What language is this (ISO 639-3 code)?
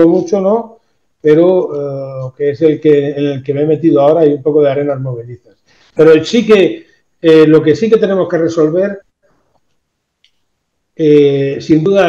spa